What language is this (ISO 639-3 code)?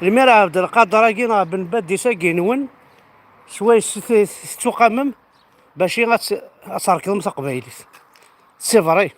kab